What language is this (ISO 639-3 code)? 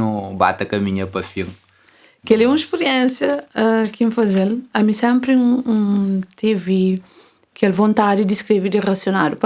kea